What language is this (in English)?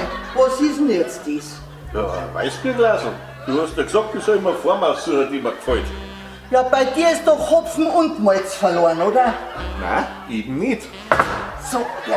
Bavarian